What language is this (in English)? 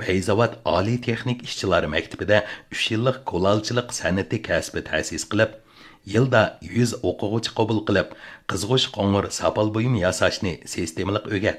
Uyghur